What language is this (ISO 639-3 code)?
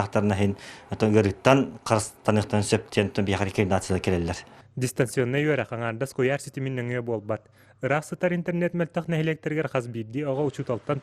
sah